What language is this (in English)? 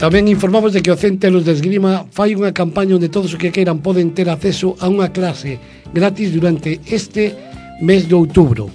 Galician